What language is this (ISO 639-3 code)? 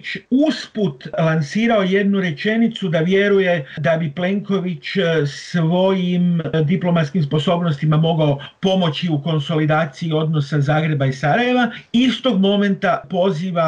hrv